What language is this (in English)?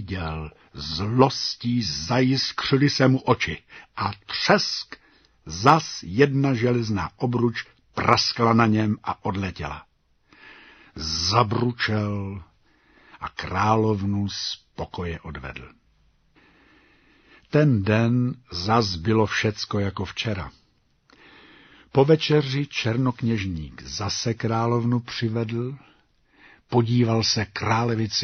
Czech